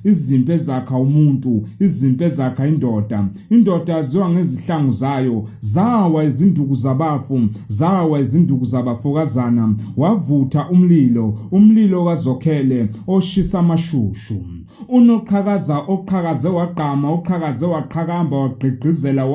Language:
Zulu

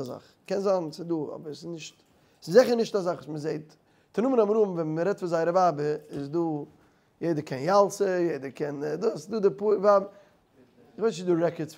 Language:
Yiddish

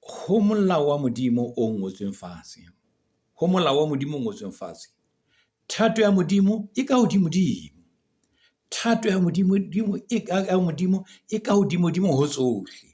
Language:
Southern Sotho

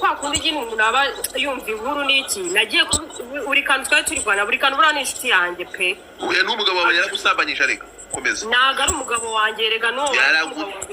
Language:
Kinyarwanda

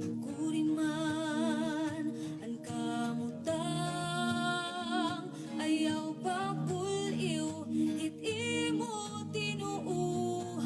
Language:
Waray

